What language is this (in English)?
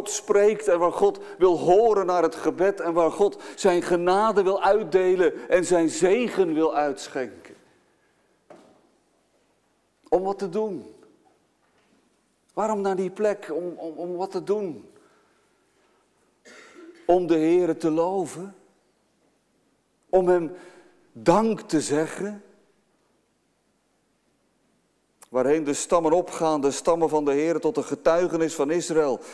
Dutch